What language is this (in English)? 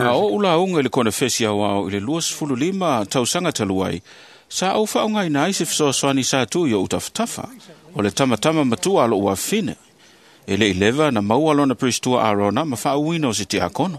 Samoan